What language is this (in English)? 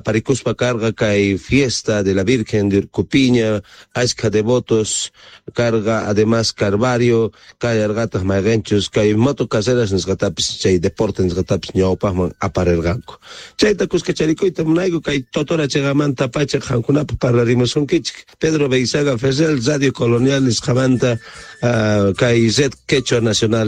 Quechua